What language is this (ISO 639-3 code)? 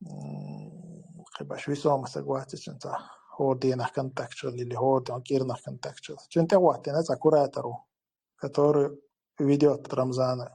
che